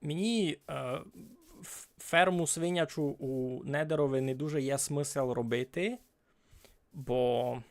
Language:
Rusyn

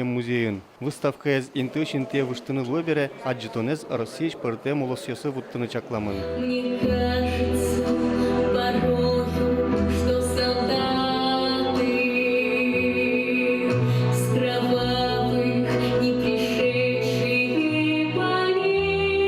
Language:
Udmurt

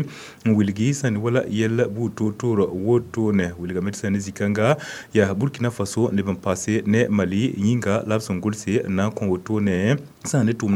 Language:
Mossi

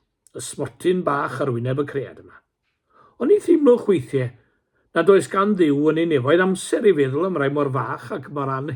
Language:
Welsh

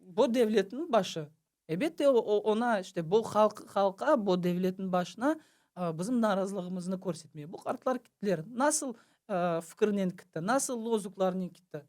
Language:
Crimean Tatar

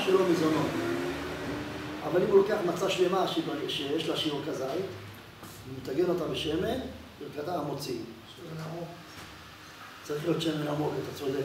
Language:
Hebrew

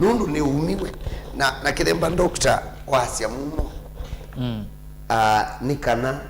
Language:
Kamba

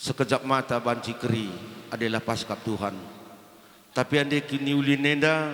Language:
Batak Karo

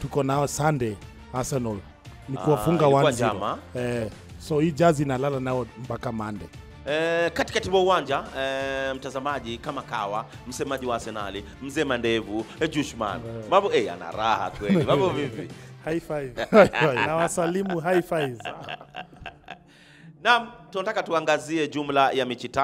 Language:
Swahili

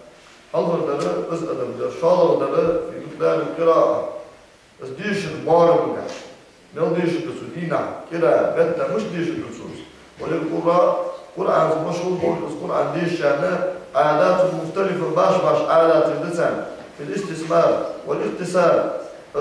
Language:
Ingush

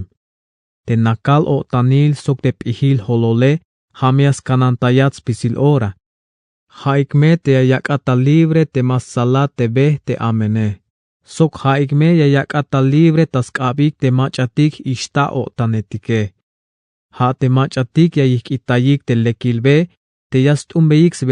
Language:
Tzeltal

